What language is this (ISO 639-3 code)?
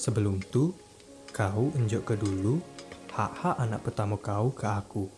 mui